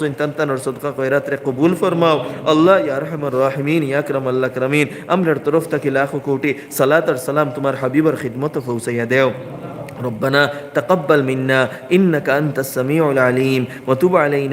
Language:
Sylheti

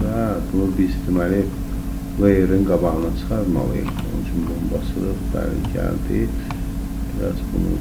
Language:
Azerbaijani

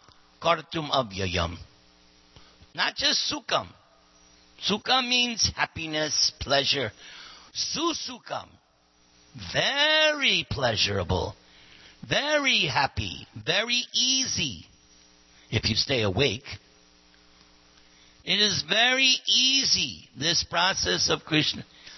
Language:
English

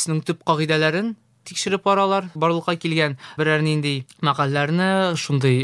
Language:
Tatar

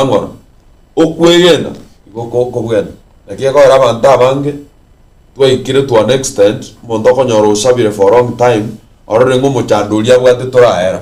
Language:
Gusii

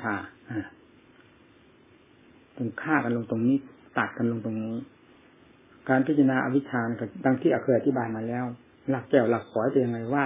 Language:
Thai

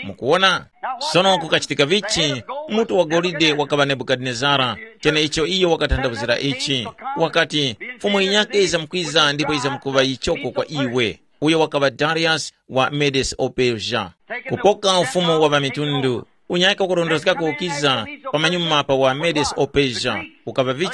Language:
Tumbuka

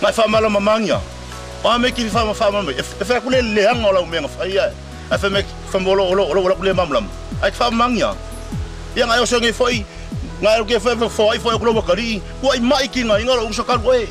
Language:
Samoan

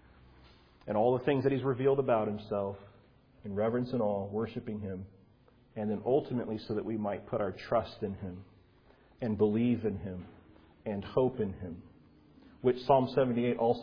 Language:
English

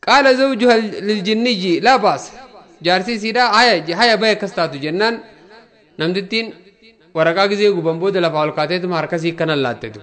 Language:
Oromo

